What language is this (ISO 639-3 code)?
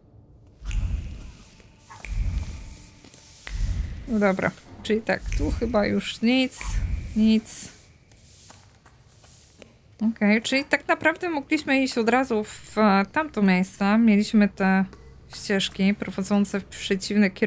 pol